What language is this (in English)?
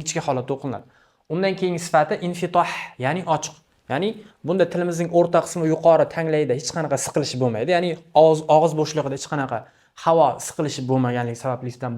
Uzbek